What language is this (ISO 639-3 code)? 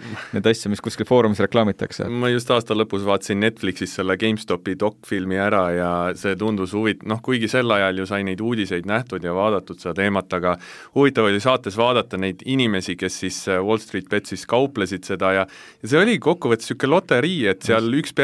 est